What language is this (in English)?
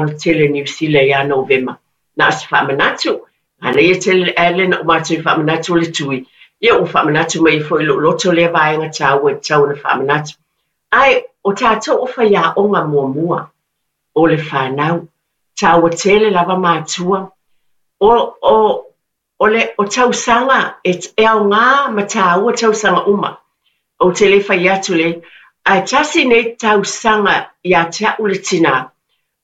Samoan